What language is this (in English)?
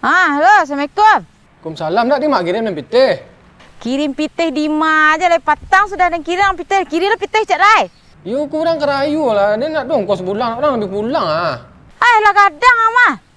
Minangkabau